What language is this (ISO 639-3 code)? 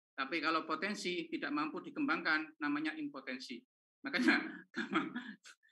ind